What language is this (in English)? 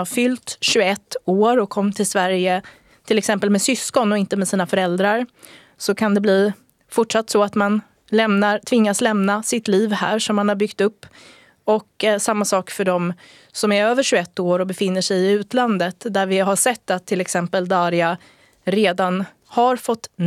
Swedish